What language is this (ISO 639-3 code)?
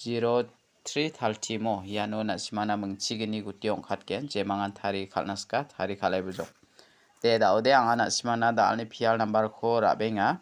grt